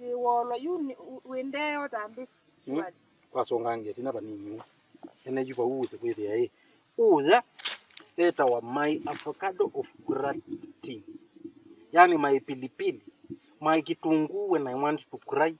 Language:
Kamba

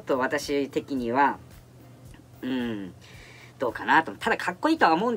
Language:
Japanese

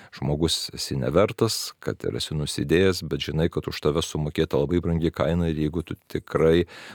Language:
Lithuanian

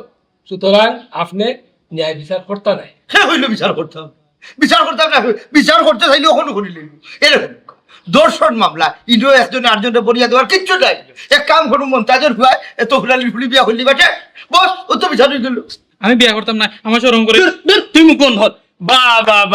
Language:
Sylheti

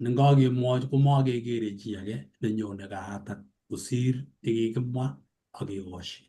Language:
Kalenjin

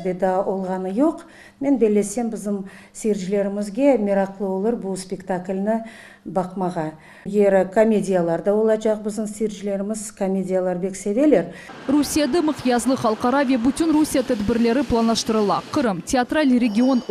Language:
Crimean Tatar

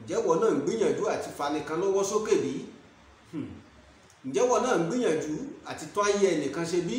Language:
Yoruba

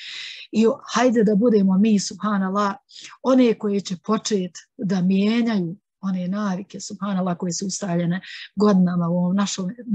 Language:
Bosnian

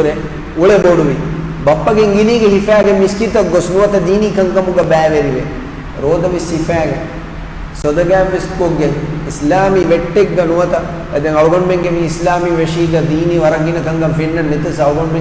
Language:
Divehi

